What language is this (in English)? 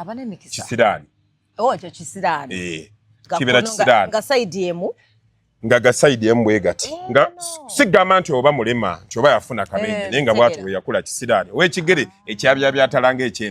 Ganda